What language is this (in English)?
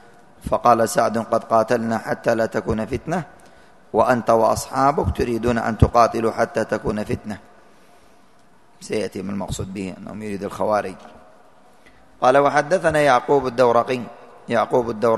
Arabic